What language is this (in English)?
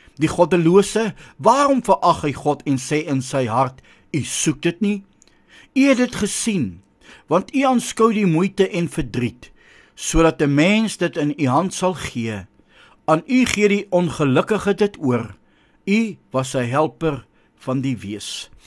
Afrikaans